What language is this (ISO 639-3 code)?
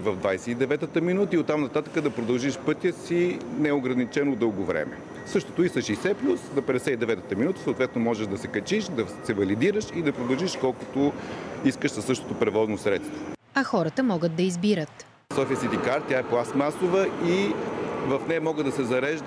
bul